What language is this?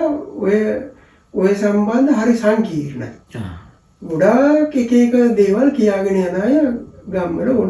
Sinhala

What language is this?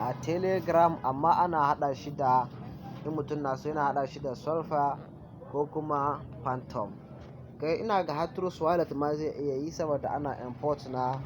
Hausa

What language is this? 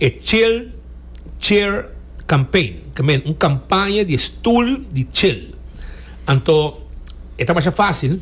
Papiamento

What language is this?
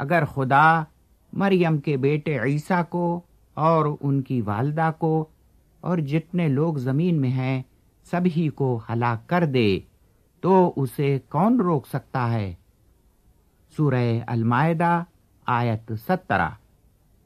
Urdu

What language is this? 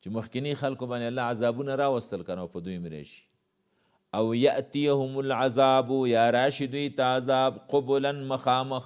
Pashto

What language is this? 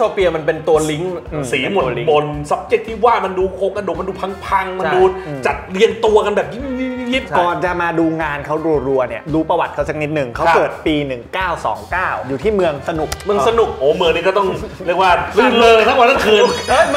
Thai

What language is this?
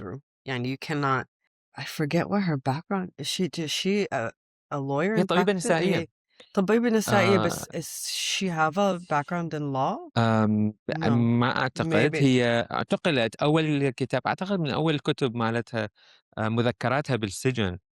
Mesopotamian Arabic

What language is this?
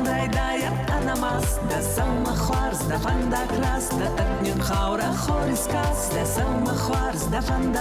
Ossetic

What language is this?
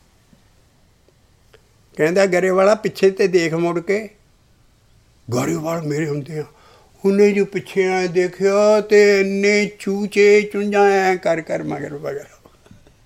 Punjabi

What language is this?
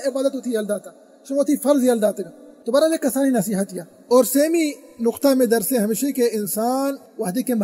Baluchi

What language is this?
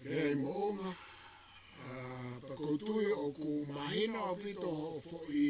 Tongan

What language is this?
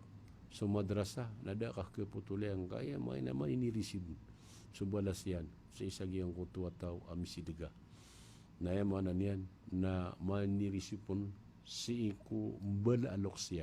Maranao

